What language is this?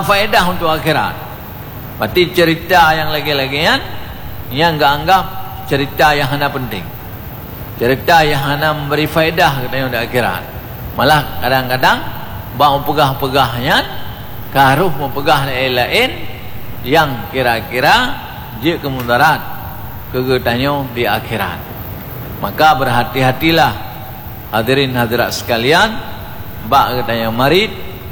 Achinese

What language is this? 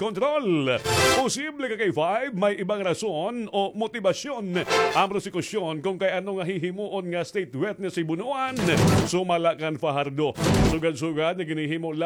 Waray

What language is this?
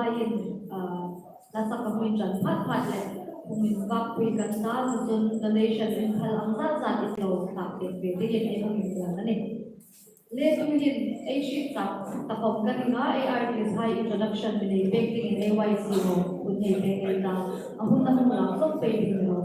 Hmar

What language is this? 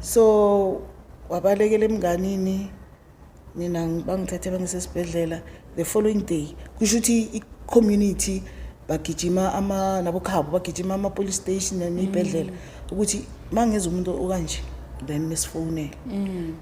Zulu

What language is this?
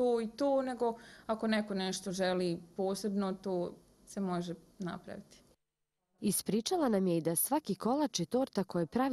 Bosnian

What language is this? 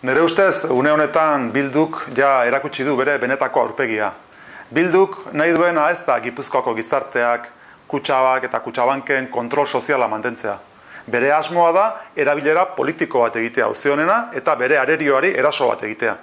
Basque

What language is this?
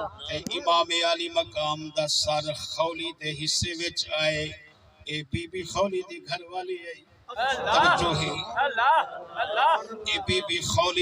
Saraiki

